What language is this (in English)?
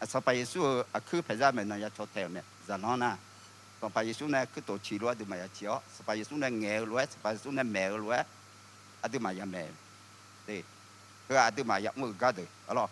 Akha